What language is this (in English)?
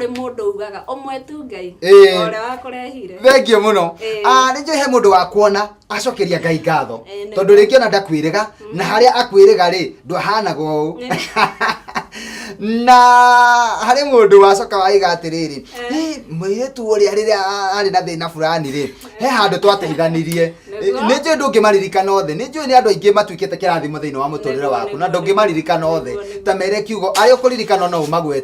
Kikuyu